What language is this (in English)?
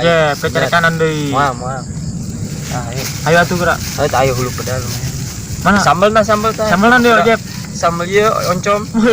Sundanese